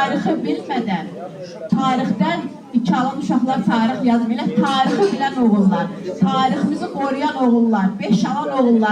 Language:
Azerbaijani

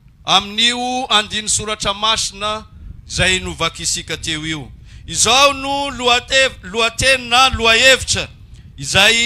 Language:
Malagasy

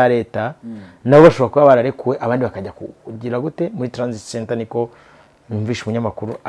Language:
Kinyarwanda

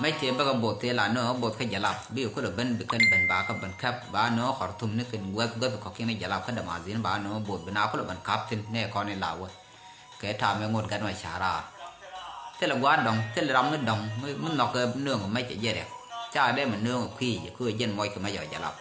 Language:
Nuer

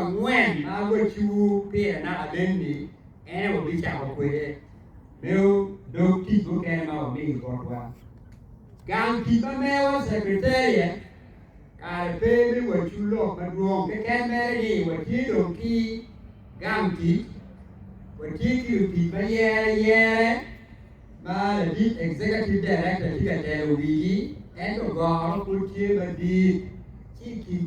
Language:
Acoli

